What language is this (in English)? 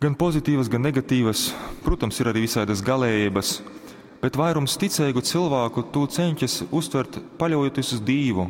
Latgalian